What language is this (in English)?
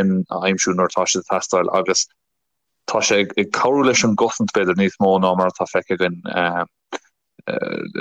Irish